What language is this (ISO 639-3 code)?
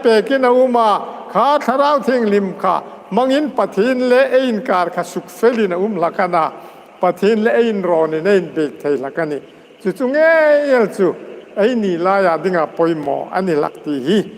hmr